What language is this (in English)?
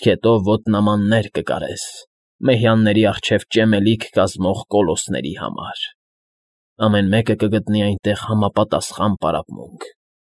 Armenian